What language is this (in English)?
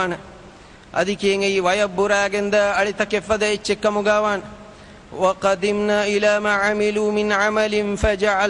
Divehi